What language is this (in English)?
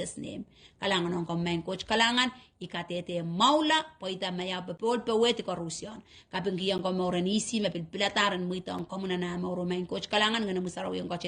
Pohnpeian